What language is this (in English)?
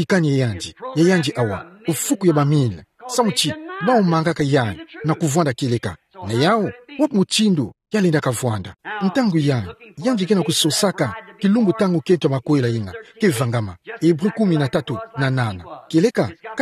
Kituba (Democratic Republic of Congo)